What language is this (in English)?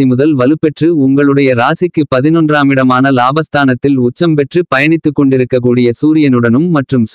Tamil